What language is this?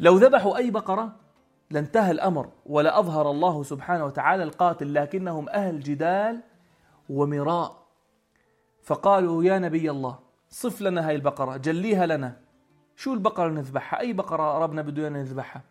North Levantine Arabic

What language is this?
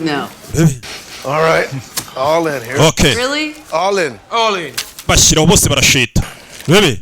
Kinyarwanda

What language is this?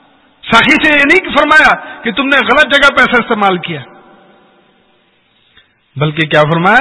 Urdu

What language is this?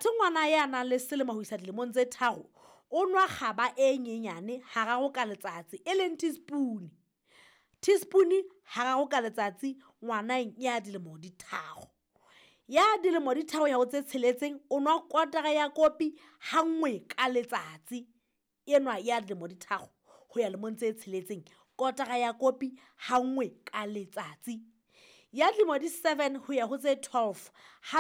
Southern Sotho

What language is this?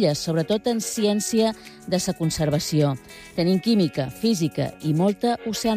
Catalan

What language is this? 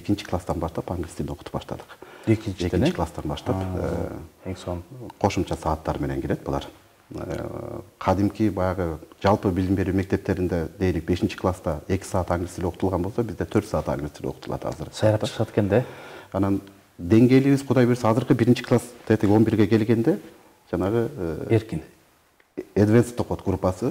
Kyrgyz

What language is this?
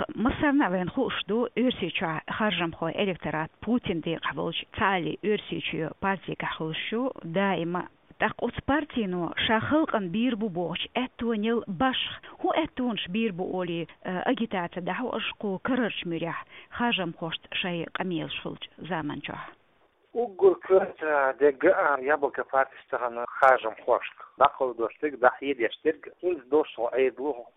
Chechen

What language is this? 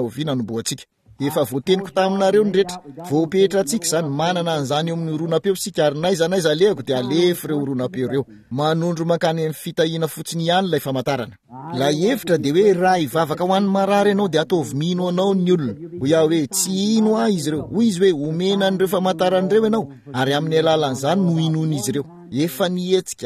Malagasy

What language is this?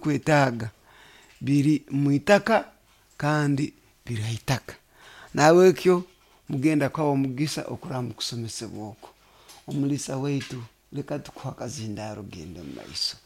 Nyoro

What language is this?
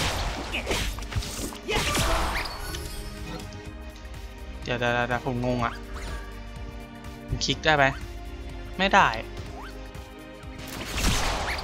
Thai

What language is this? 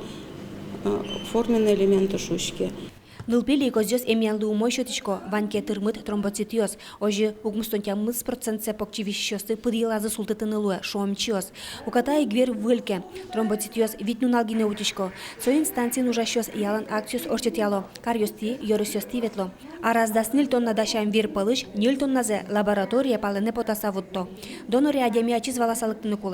Udmurt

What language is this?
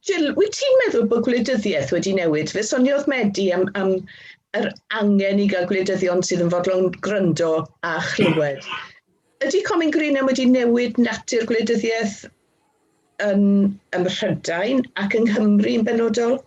Welsh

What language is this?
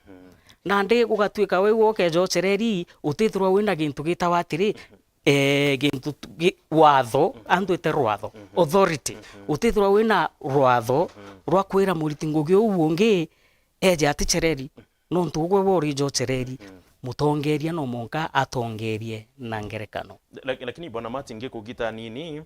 Meru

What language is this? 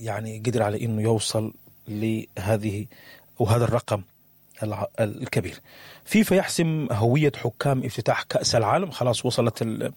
Sudanese Arabic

